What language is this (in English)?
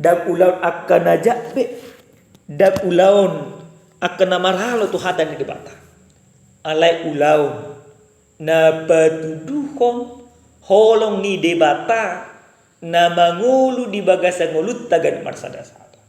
Batak Toba